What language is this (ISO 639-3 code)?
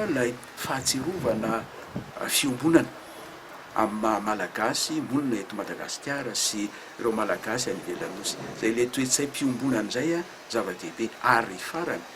mlg